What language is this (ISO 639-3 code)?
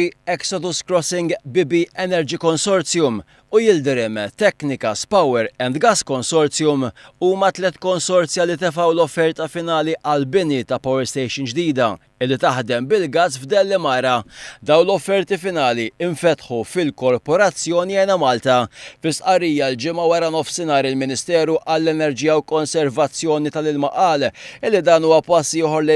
mlt